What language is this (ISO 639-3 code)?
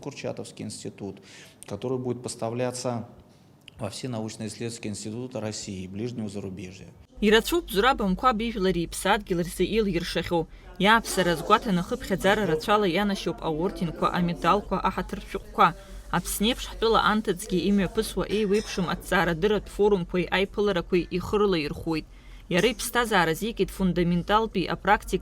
abk